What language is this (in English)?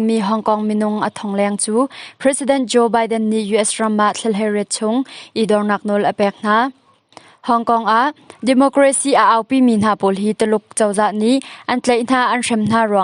Hakha Chin